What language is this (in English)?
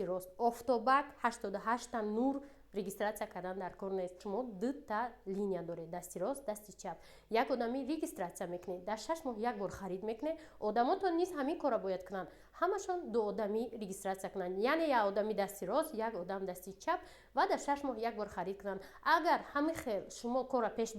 Tajik